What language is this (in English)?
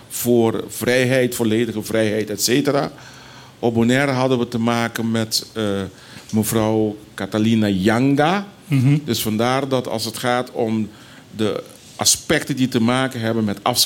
Dutch